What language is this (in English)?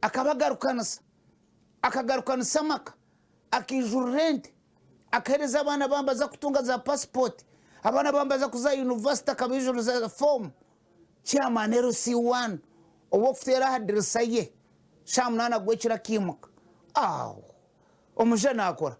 Nyankole